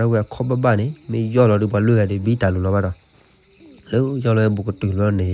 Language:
S'gaw Karen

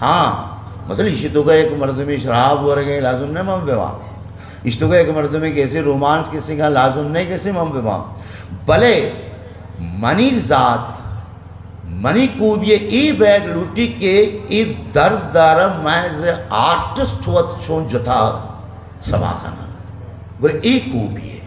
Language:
Eastern Balochi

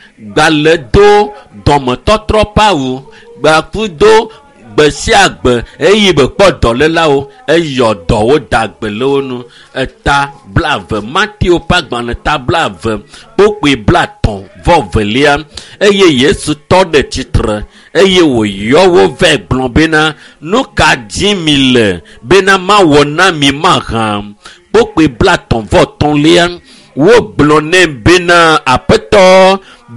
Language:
Ewe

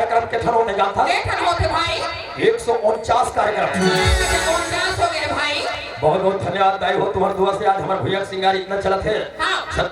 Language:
Chhattisgarhi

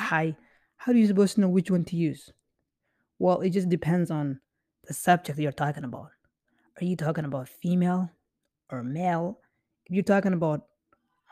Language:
English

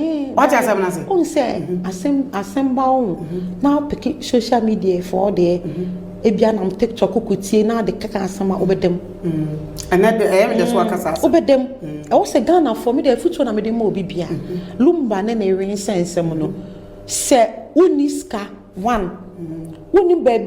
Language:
Akan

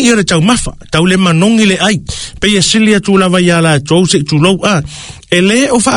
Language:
Samoan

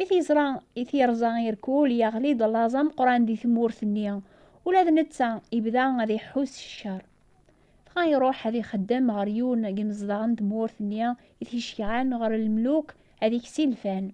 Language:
Kabyle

